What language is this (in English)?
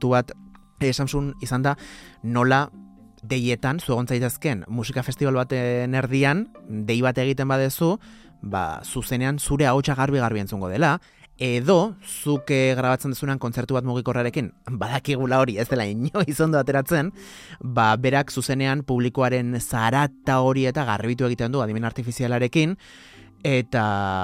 Basque